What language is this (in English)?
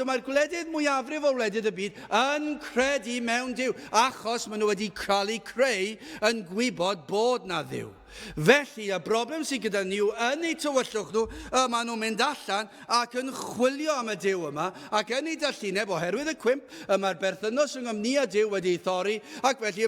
Welsh